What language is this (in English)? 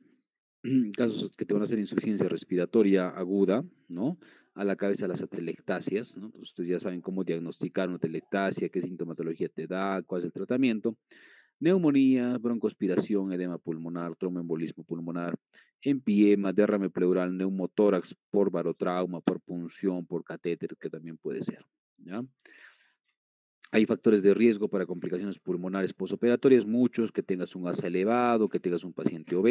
Spanish